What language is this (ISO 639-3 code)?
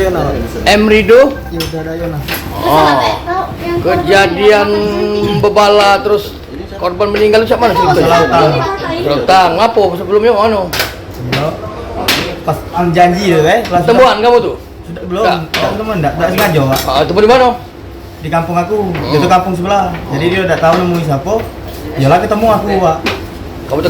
mui